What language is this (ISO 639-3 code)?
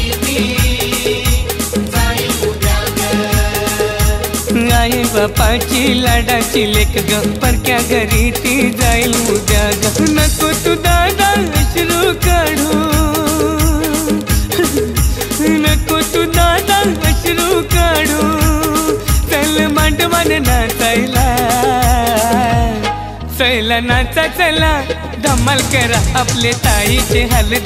mar